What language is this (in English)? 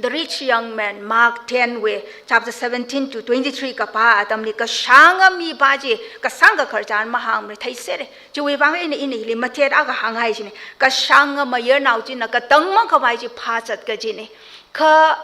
Tangkhul Naga (India)